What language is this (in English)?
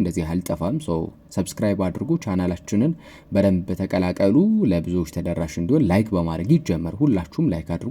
Amharic